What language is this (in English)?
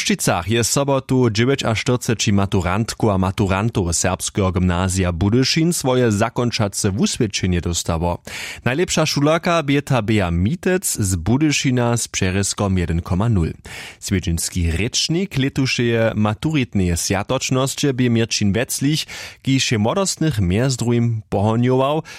Upper Sorbian